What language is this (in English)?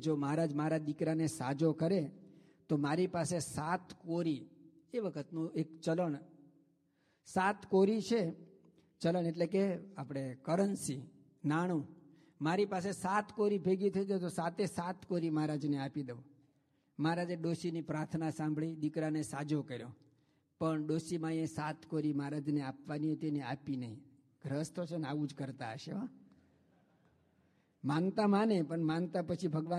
Gujarati